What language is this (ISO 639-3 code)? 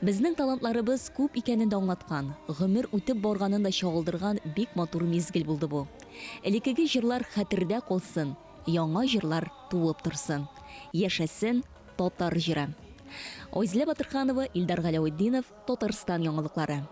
tat